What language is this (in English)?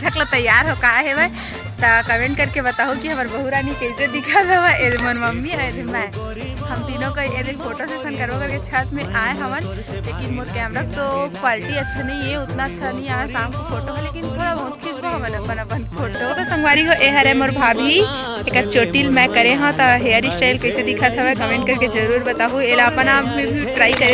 Chhattisgarhi